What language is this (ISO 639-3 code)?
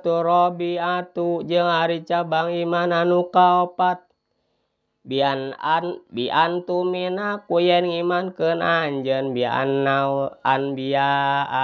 sun